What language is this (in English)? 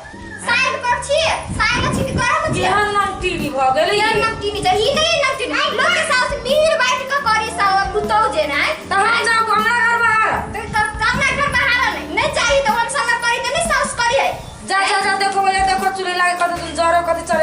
Maithili